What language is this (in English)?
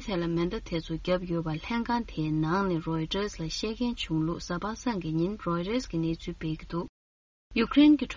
Tibetan